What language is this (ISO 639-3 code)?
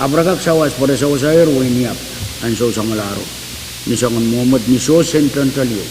pon